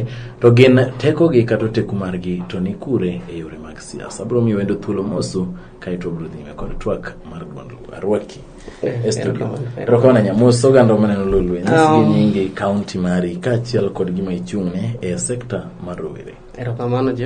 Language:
Luo (Kenya and Tanzania)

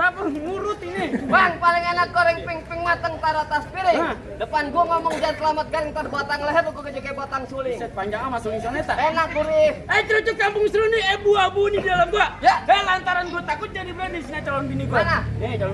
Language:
Betawi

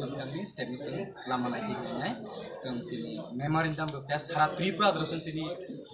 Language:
Kok Borok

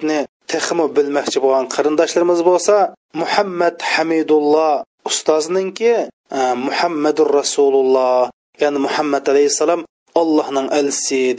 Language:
Uyghur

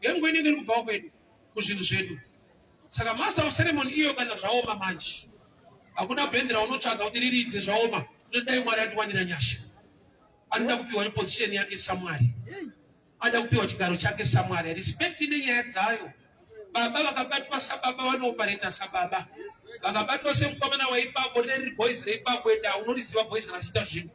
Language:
Shona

